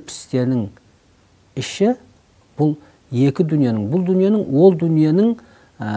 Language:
Kazakh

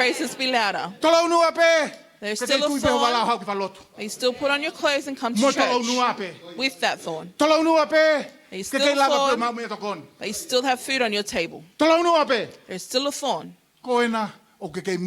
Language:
Tongan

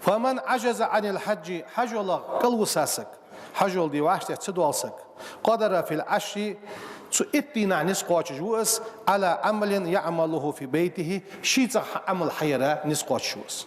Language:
Ingush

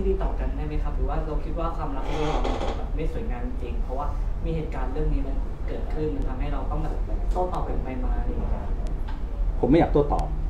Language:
Thai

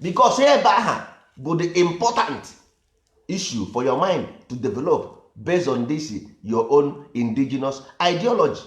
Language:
Igbo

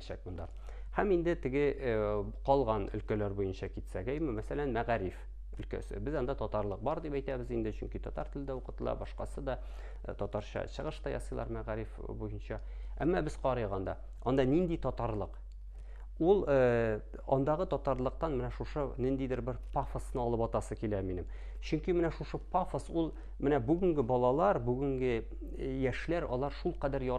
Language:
Tatar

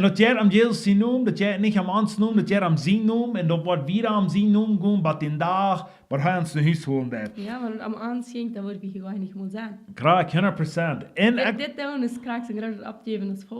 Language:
Plautdietsch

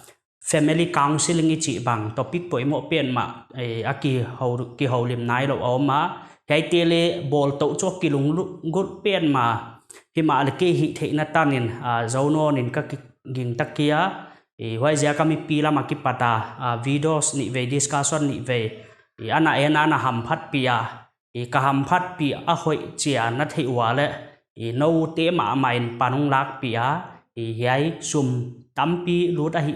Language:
Paite Chin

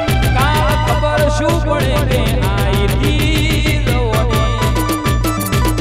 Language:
Gujarati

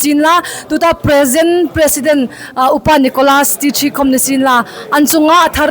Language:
Hmar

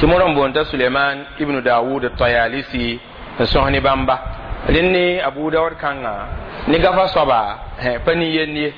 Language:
Mossi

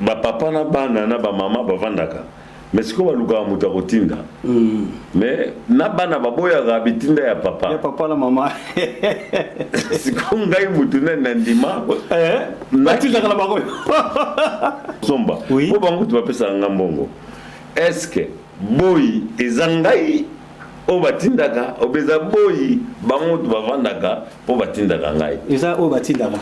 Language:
Lingala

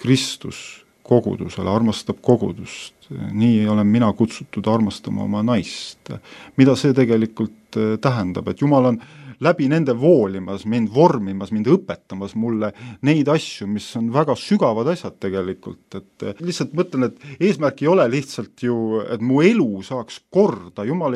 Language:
Estonian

